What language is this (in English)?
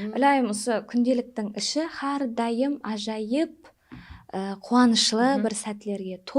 Kara-Kalpak